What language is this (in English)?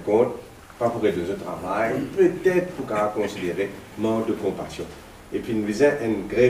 Morisyen